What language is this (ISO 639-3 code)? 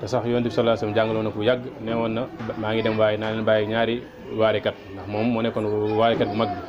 wol